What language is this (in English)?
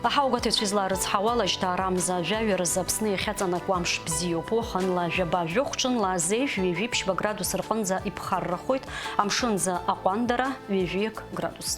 Abkhazian